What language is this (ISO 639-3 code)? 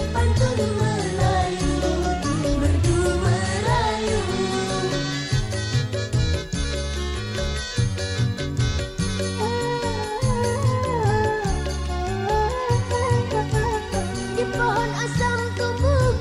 msa